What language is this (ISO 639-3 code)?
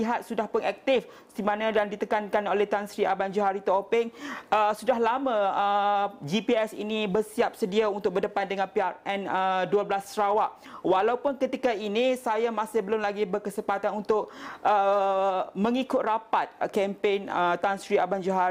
msa